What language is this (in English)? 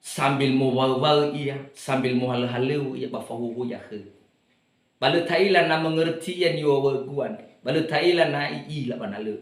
Nias